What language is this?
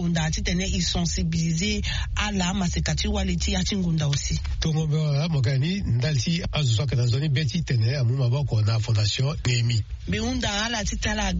Sango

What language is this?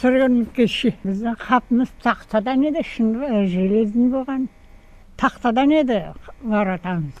Crimean Tatar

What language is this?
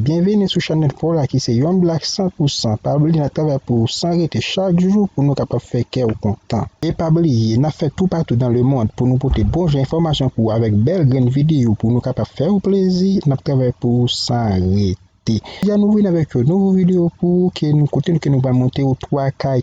Haitian Creole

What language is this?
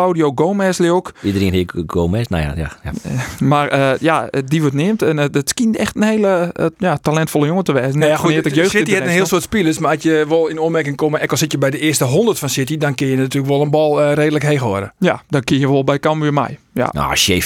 Western Frisian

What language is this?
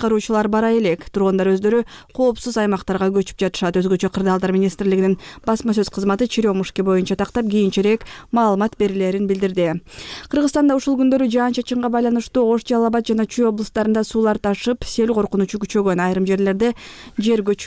Kyrgyz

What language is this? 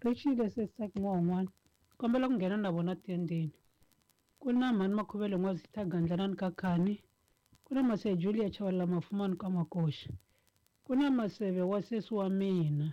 Tsonga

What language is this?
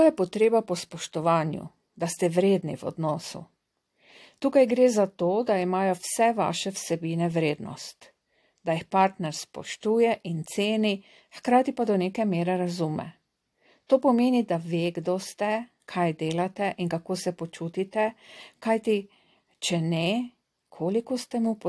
Slovenian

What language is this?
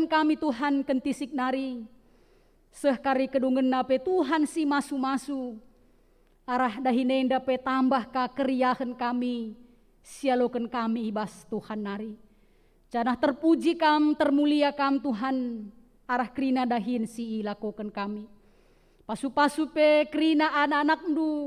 Batak Karo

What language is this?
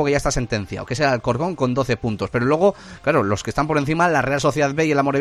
Spanish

